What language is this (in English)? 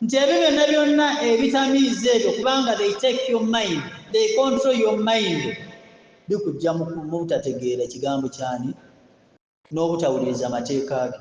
Ganda